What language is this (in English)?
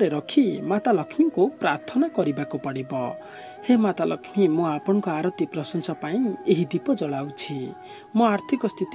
Odia